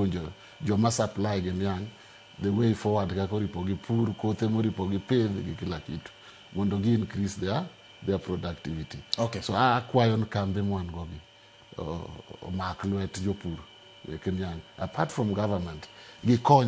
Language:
Luo (Kenya and Tanzania)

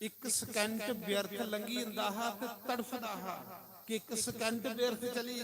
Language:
Dogri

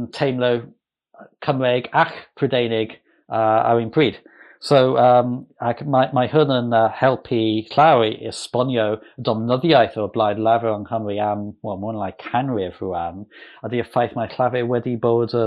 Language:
Welsh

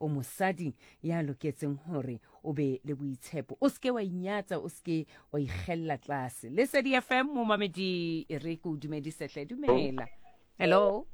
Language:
Southern Sotho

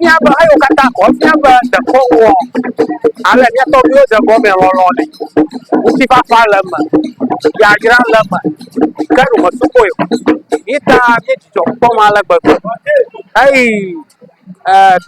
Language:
Ewe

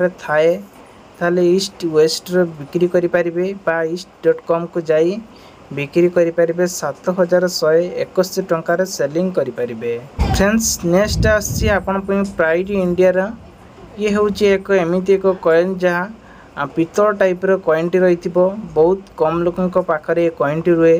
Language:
Odia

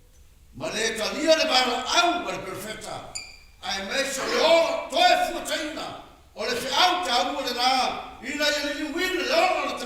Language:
Samoan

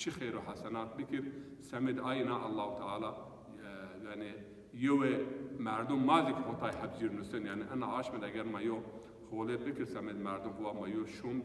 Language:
Zaza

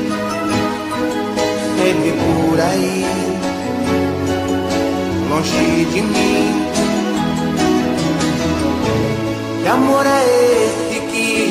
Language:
Portuguese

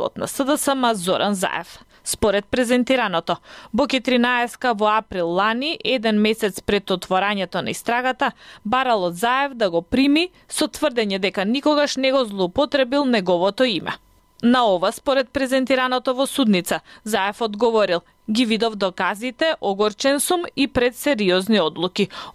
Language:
Macedonian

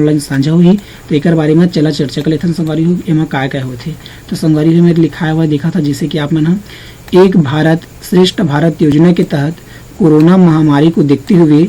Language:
Chhattisgarhi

